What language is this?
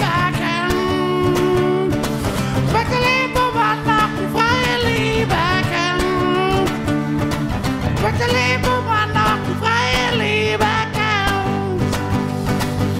German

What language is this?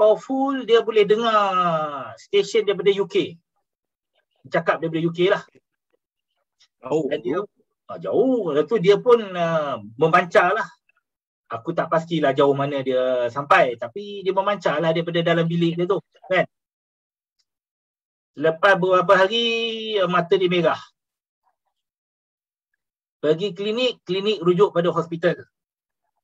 Malay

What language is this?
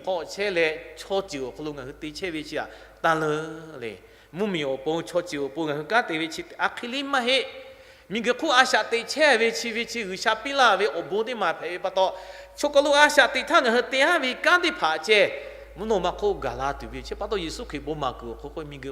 Lahu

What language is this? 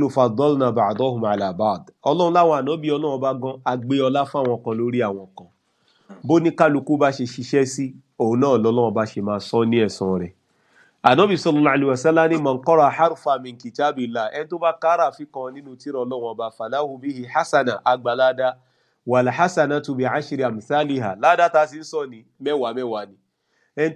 Yoruba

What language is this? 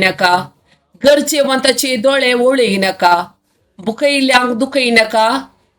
Konkani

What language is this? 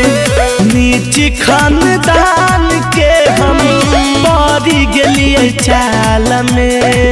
Magahi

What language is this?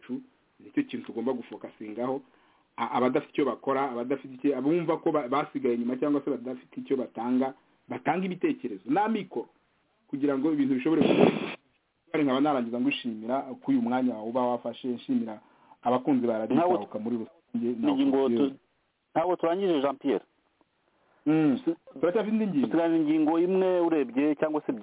Kinyarwanda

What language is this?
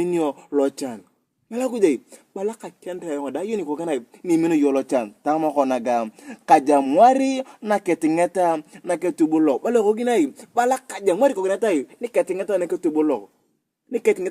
Turkana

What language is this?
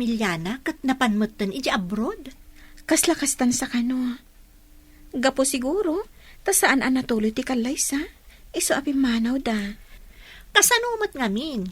Iloko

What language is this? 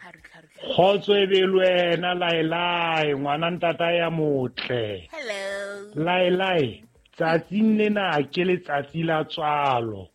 Southern Sotho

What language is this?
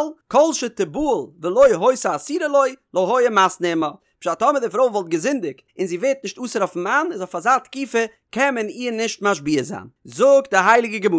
Yiddish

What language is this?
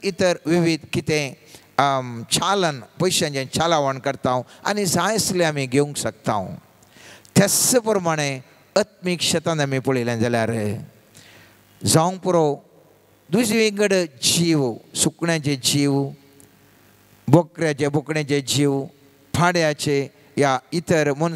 Konkani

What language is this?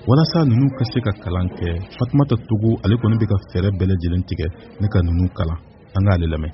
Bambara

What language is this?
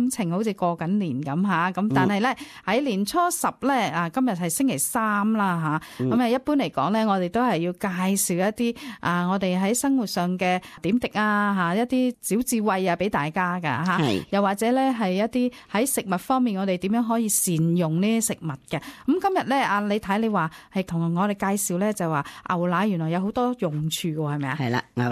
Cantonese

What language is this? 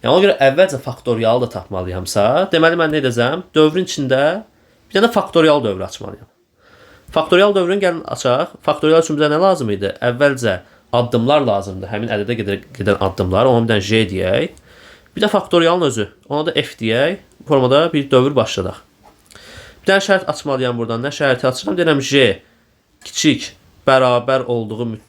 Azerbaijani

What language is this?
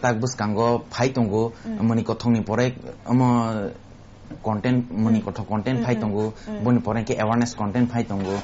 Kok Borok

